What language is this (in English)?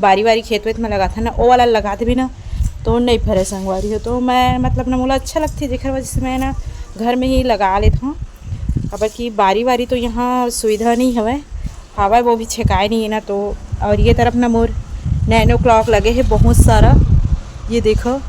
Chhattisgarhi